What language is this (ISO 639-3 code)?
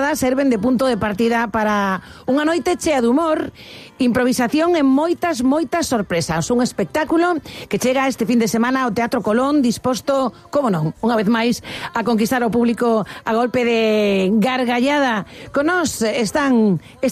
glg